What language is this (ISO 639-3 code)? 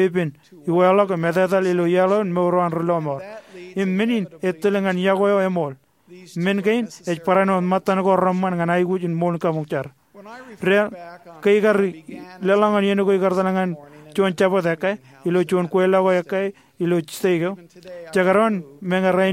mah